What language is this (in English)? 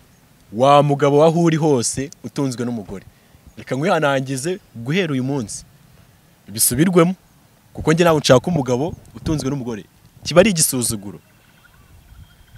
Kinyarwanda